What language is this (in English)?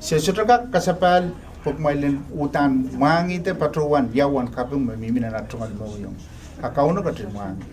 Pohnpeian